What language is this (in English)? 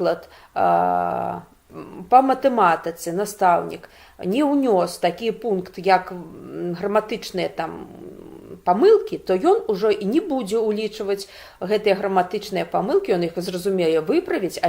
Belarusian